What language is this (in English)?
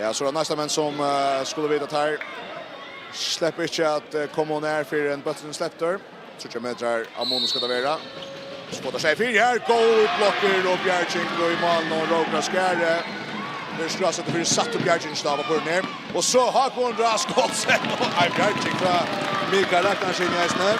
Faroese